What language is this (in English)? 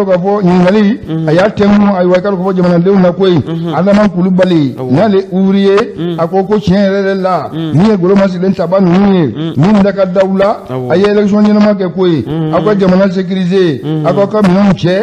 Bambara